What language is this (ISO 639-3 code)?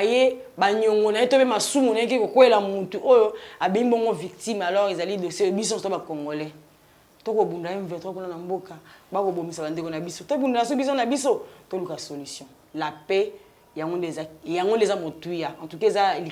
lin